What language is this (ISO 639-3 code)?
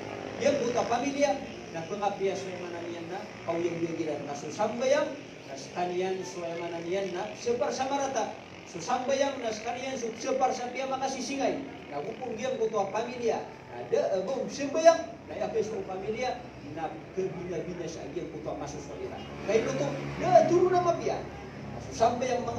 mrw